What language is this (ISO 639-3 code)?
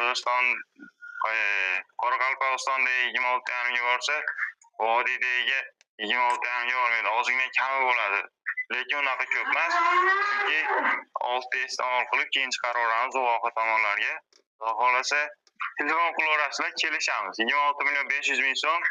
uzb